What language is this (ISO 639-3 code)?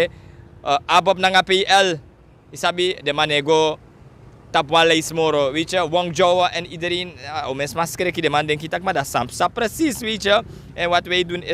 srn